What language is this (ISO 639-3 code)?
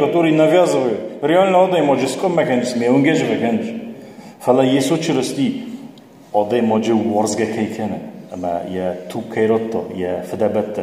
oss